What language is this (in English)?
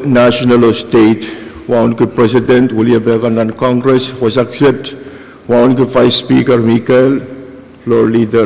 Pohnpeian